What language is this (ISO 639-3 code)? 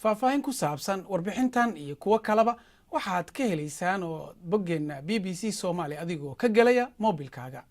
som